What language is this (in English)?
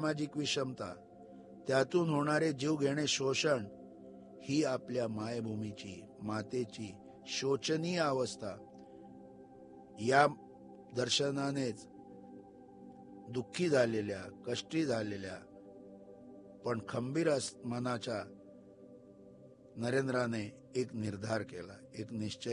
Marathi